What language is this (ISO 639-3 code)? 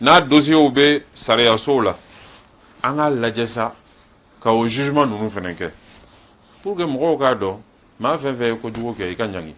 bam